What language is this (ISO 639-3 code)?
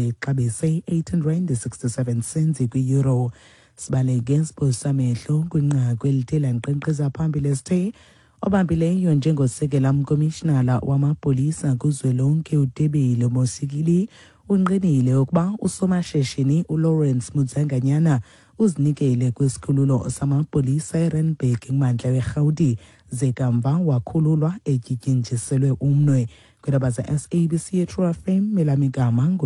xho